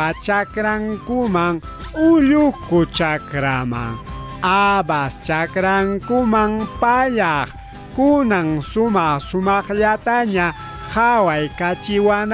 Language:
Ayacucho Quechua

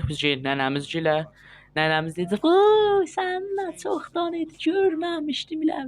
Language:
South Azerbaijani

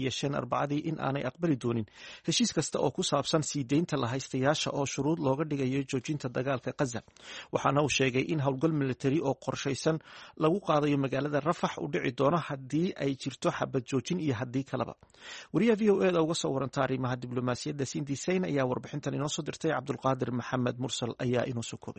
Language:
Somali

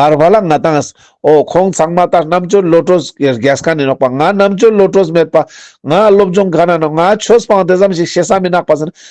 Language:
Ladakhi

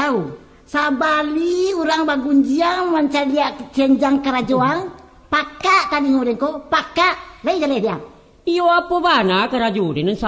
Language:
Minangkabau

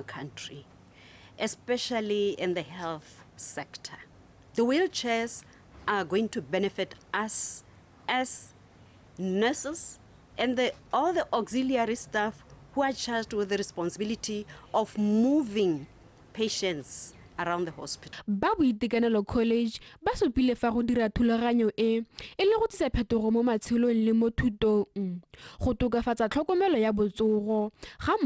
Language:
Tswana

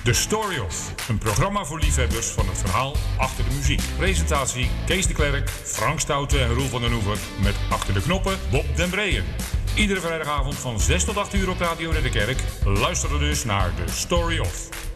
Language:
Dutch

